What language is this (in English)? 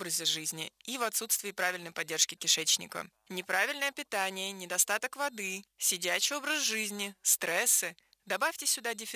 Russian